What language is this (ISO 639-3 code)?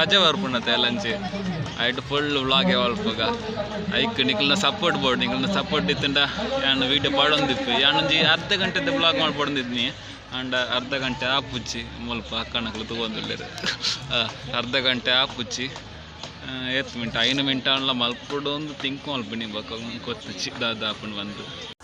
tcy